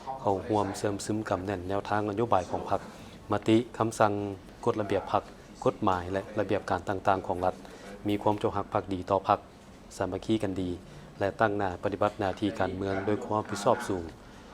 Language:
Lao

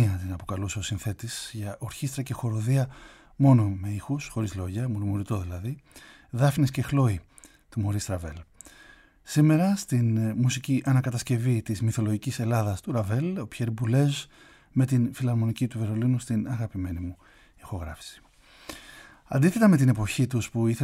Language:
Greek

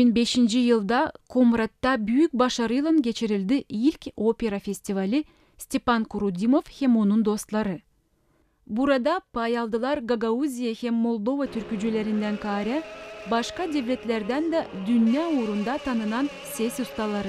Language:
Gagauz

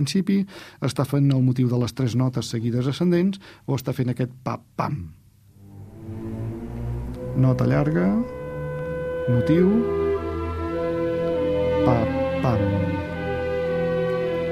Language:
Catalan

